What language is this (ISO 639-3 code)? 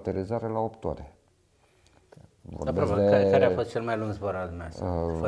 ron